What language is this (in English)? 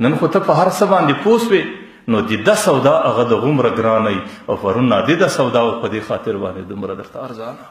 Pashto